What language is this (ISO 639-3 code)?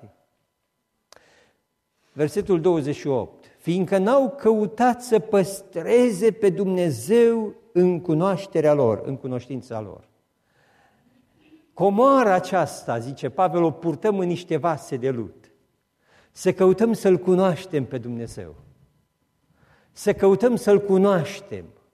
ron